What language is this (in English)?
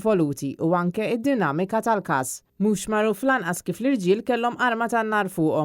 Maltese